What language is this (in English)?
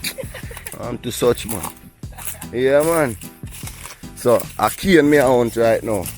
Jamaican Creole English